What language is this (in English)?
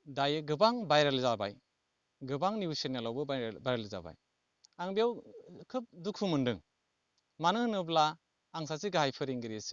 Bodo